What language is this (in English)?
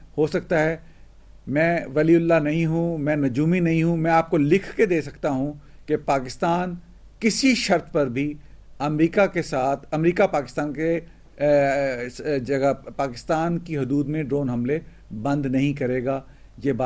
Urdu